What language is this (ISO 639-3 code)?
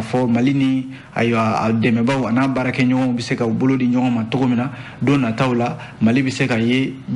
bam